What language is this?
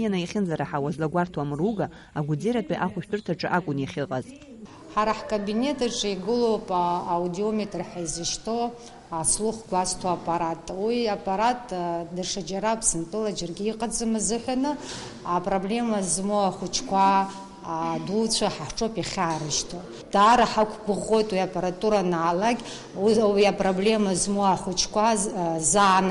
Abkhazian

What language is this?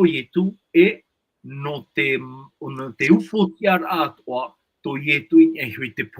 Tahitian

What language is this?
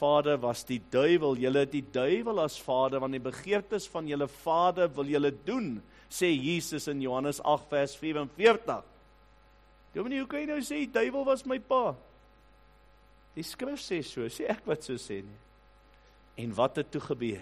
Afrikaans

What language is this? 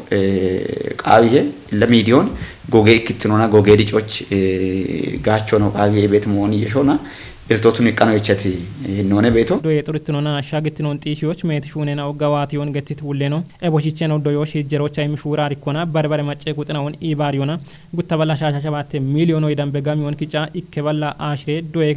Kafa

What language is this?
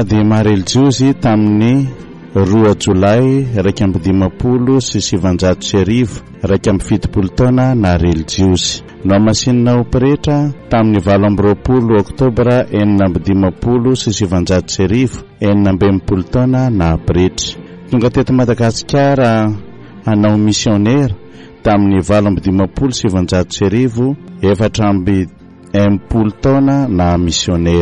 Malagasy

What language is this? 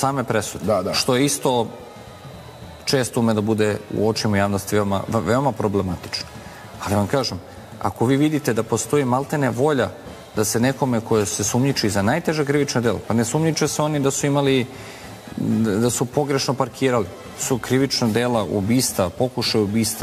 Serbian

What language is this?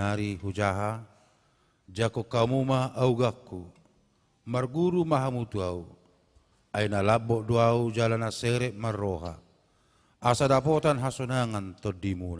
Batak Toba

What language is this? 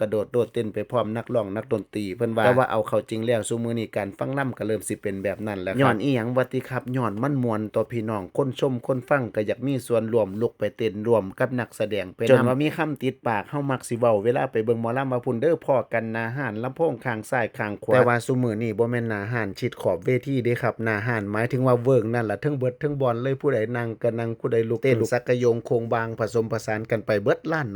Northeastern Thai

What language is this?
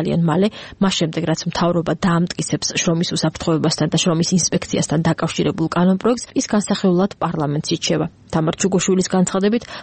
Georgian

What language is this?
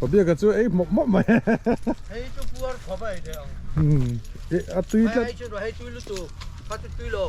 Mizo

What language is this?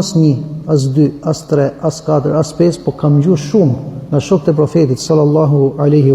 Albanian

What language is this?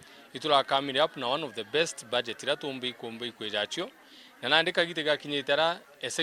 Meru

